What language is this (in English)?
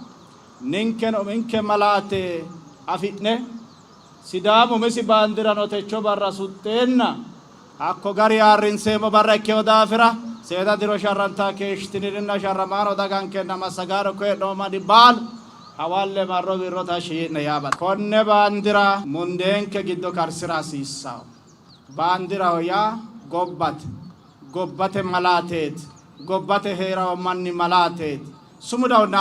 Sidamo